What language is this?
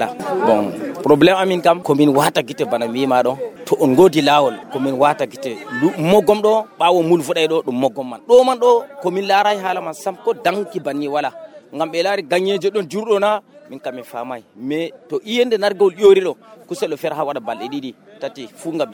Nigerian Fulfulde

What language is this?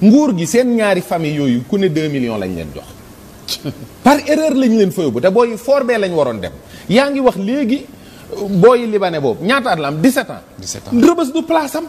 Wolof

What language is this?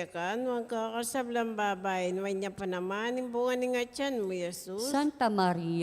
Pampanga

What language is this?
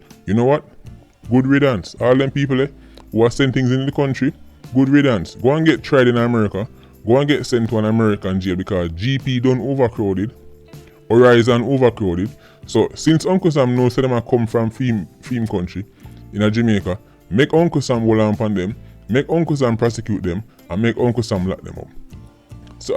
Jamaican Creole English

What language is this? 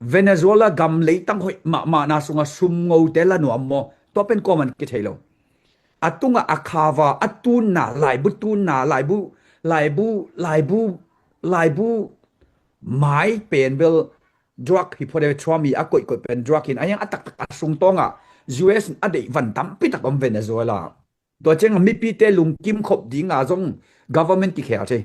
Tedim Chin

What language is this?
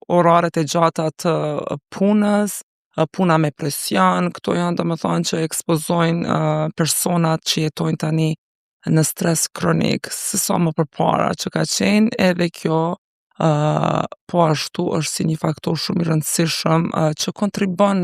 Albanian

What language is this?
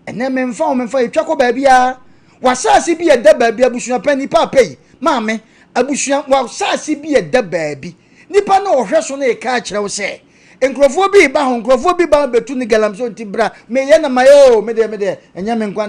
Akan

